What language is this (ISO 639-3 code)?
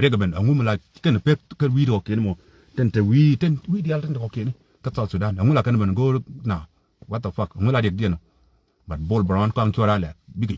nus